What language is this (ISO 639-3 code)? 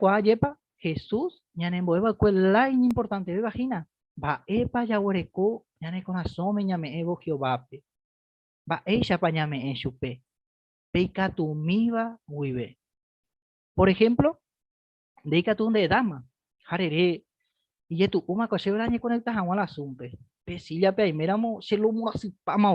grn